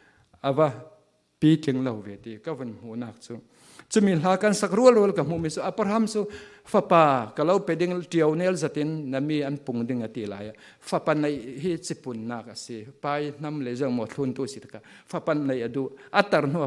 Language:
Falam Chin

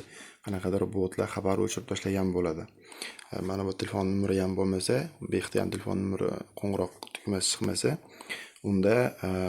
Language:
Uzbek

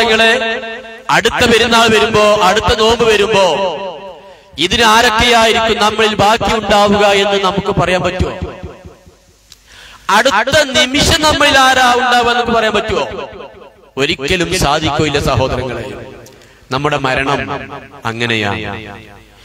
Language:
Malayalam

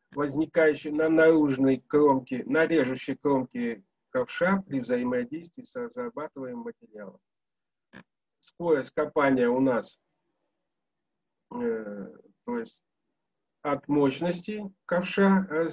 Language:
Russian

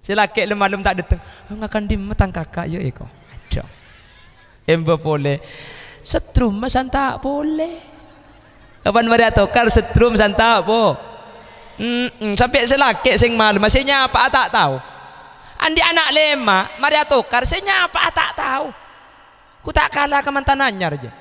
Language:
Madurese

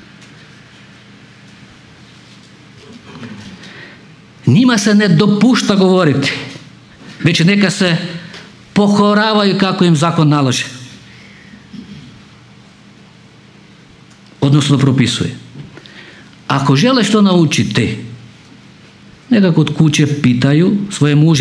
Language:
Croatian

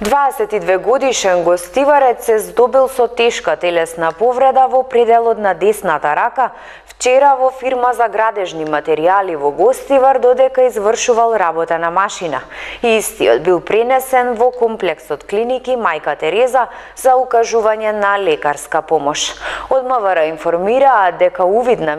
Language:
Macedonian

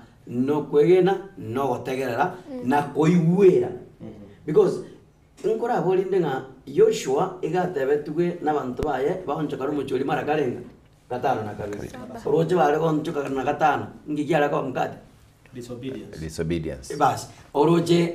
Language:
Gusii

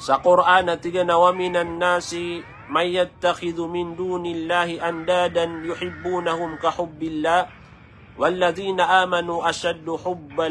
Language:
Maranao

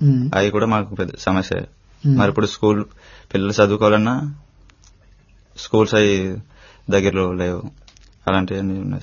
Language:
Telugu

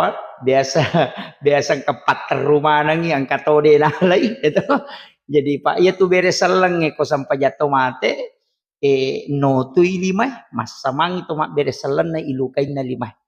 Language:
Buginese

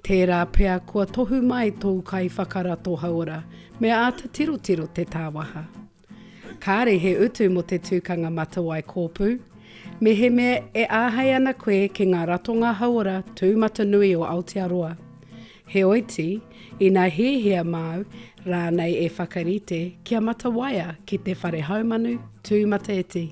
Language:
Māori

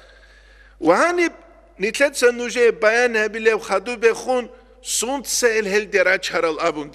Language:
Avaric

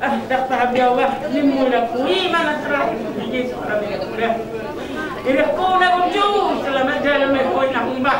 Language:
Batak Toba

